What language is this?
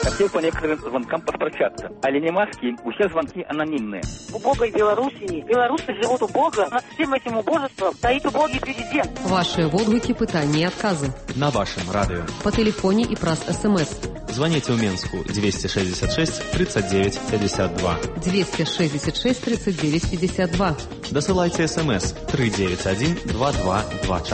Belarusian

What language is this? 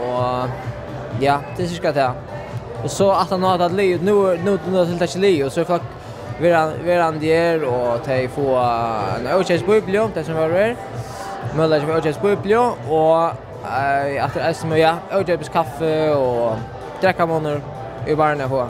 Faroese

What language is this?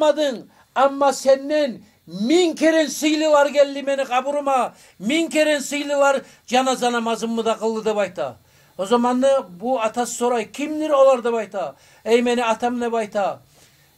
Kumyk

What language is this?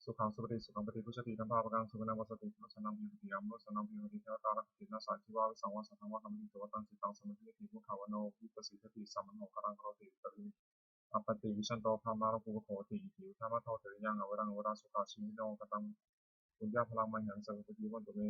Pali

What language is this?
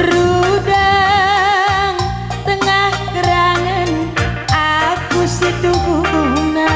Batak Karo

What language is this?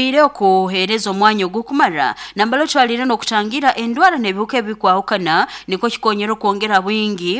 Nyankole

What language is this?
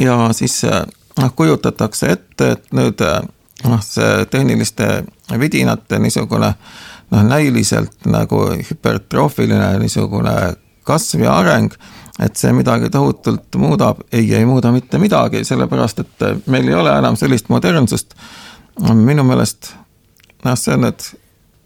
Estonian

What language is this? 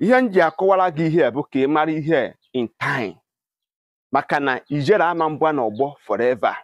Igbo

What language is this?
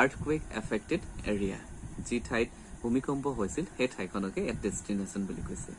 Assamese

